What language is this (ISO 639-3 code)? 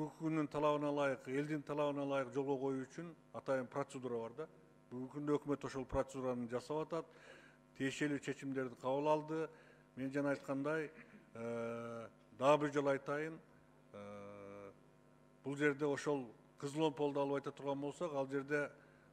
kir